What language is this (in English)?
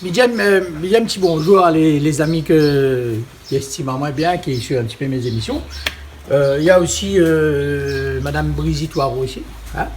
Réunion Creole French